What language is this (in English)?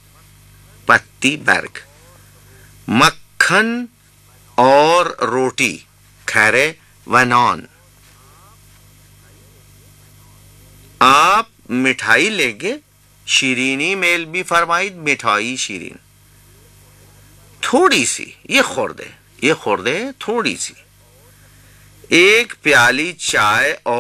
Urdu